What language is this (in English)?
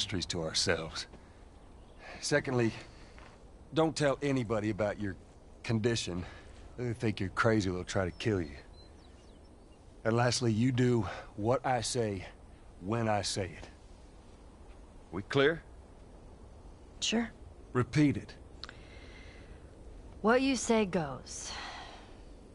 English